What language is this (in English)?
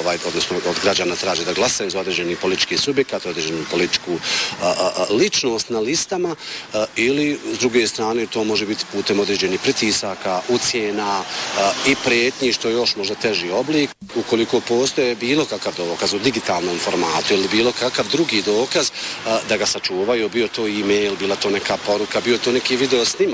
Bosnian